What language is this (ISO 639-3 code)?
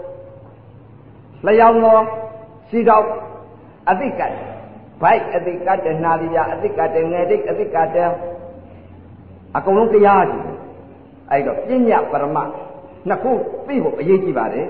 mya